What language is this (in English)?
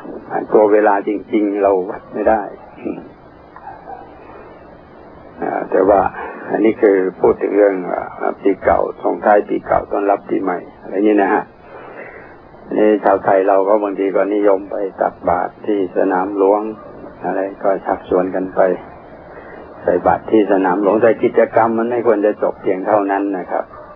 Thai